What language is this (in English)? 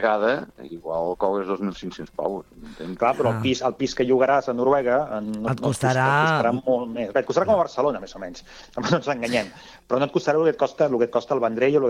Catalan